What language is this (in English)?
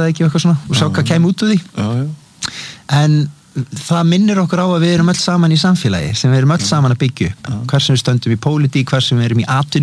Icelandic